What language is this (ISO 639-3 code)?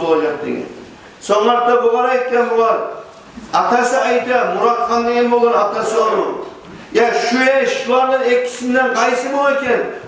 kum